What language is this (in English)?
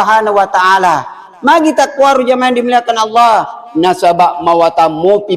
Buginese